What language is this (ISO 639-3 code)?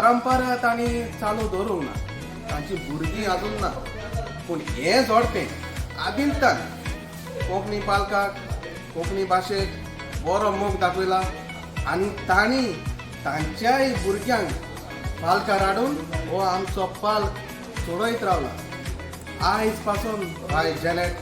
kok